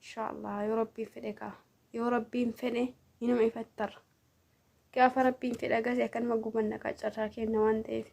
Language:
Oromo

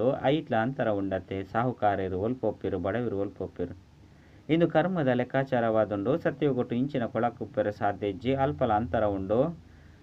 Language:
Tulu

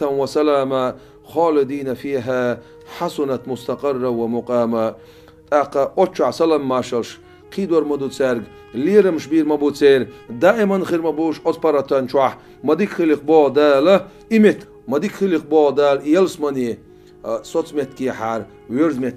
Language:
Chechen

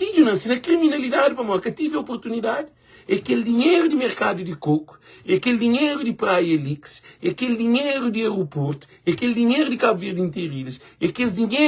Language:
Kabuverdianu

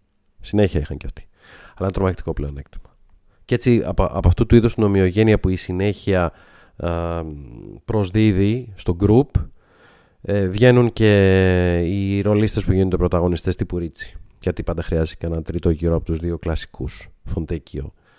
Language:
Greek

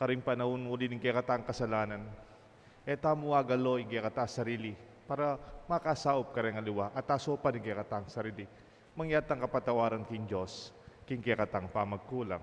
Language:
Pampanga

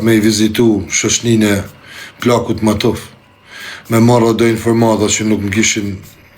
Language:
Albanian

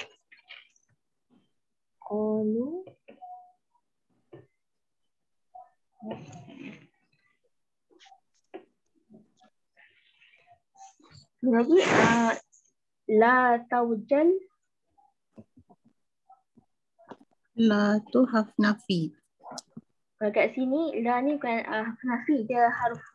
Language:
Malay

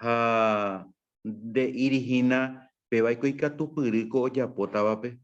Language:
Guarani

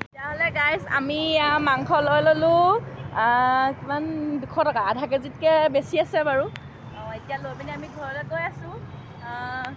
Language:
Assamese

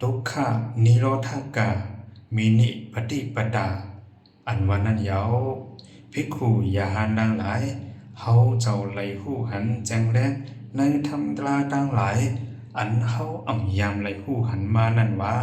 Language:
Shan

